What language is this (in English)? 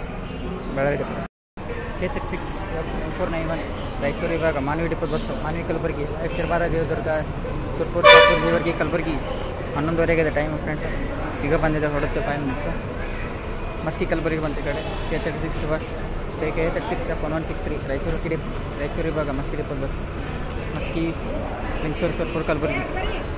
Kannada